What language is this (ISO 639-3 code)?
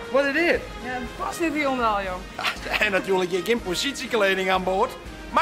fry